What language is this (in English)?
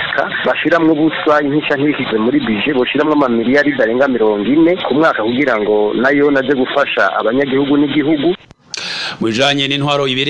Rundi